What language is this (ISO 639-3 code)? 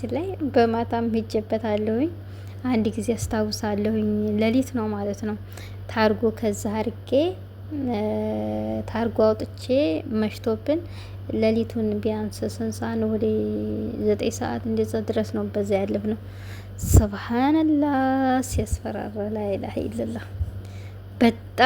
amh